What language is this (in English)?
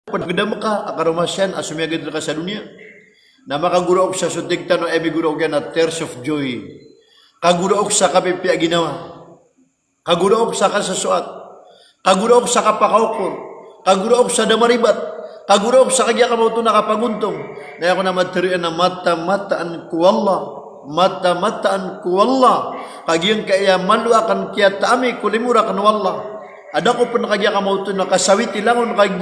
Maranao